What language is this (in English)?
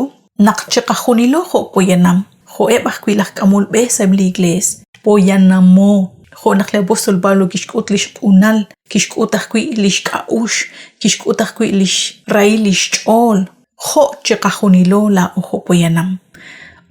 Kekchí